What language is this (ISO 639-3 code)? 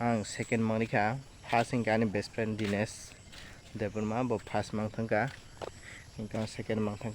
trp